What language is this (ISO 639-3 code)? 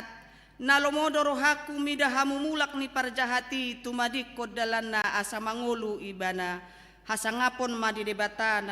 bbc